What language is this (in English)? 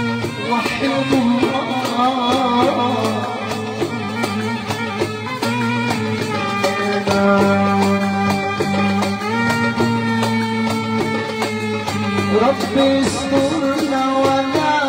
Arabic